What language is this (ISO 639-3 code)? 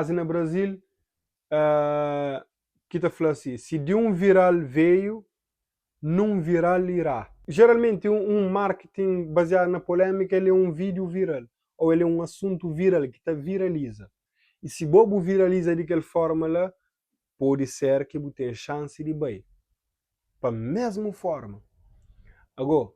kea